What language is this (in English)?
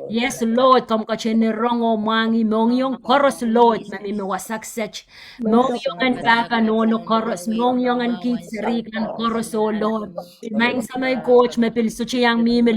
Pohnpeian